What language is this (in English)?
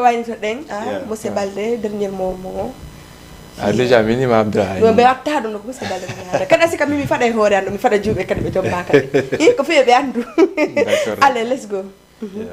Fula